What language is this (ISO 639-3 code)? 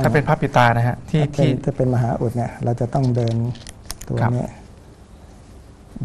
tha